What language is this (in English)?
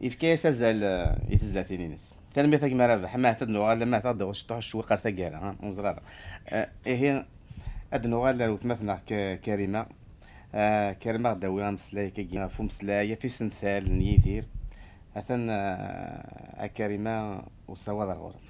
Kabyle